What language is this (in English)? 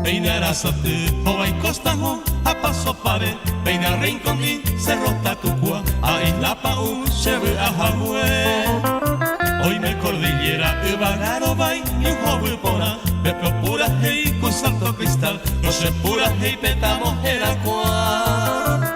Guarani